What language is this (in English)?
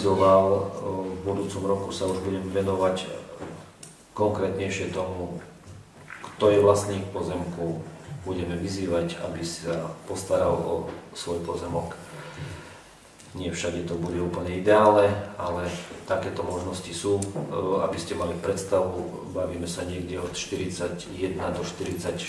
Slovak